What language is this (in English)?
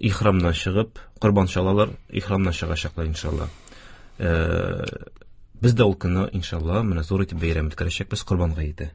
Tatar